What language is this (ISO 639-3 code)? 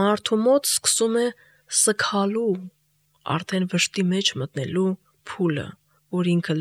hye